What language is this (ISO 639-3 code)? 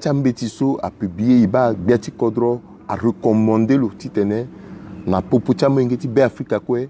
sag